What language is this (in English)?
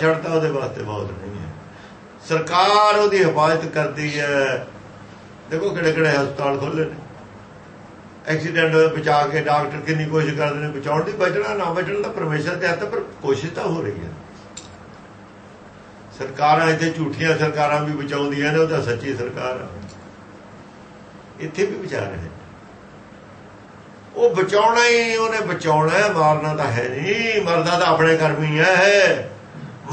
Punjabi